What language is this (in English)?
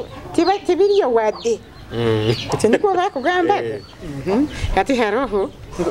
Nyoro